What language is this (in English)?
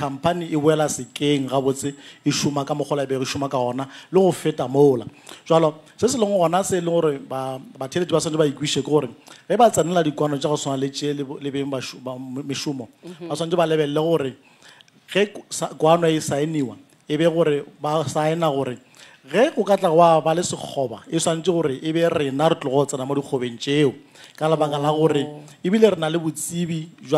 Northern Sotho